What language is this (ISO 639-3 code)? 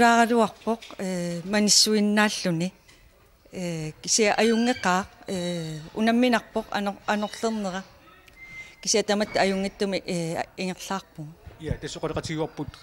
kal